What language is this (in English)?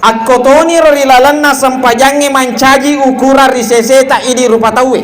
Buginese